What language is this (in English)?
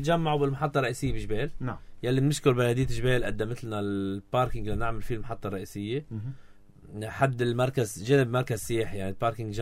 North Levantine Arabic